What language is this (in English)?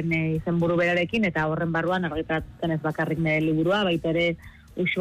Basque